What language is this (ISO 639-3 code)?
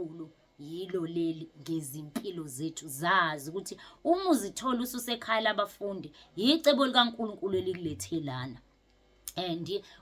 zul